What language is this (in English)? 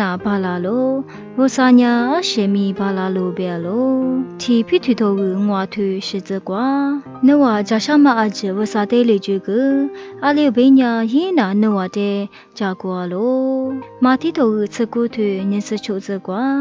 Lisu